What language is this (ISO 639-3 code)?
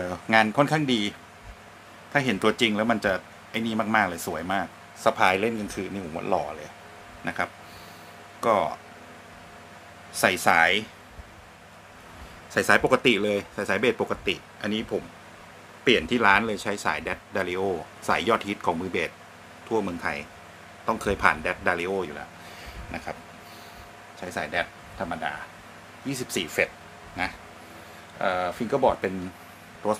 tha